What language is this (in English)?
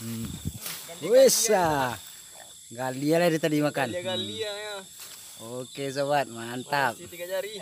Minangkabau